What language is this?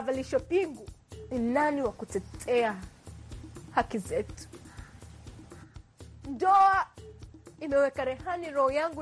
Swahili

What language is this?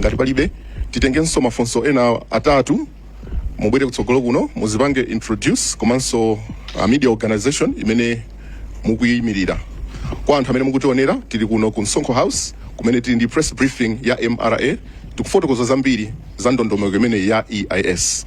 Nyanja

